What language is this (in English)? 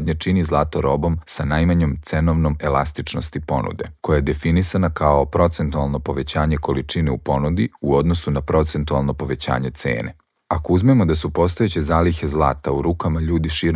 Serbian